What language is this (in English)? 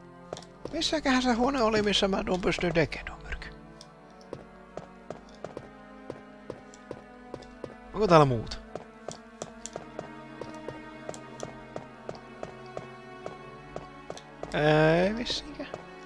Finnish